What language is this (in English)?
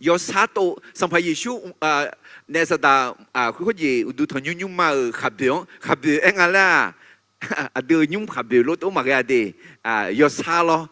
Akha